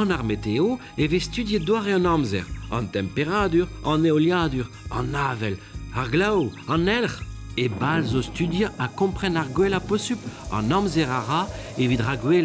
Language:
Breton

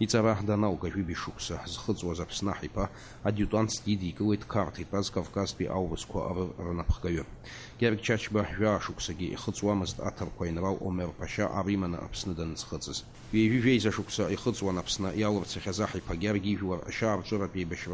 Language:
Abkhazian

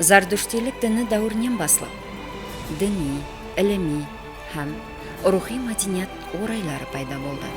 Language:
Kara-Kalpak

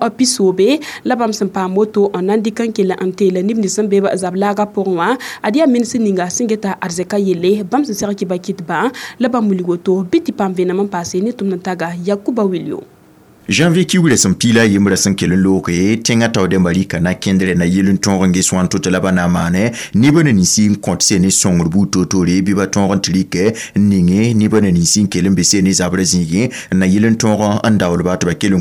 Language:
Mossi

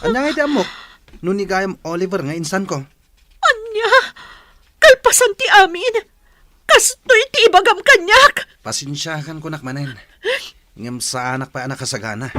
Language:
Iloko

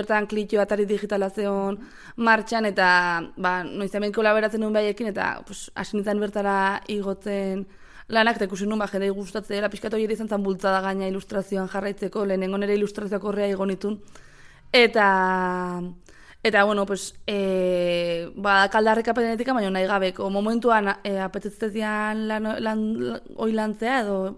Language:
Basque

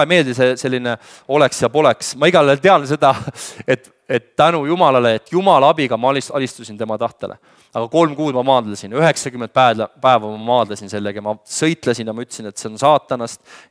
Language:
Estonian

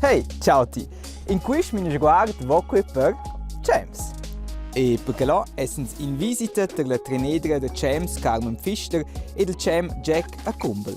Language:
Romansh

